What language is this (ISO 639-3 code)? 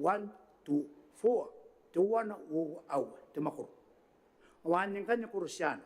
gil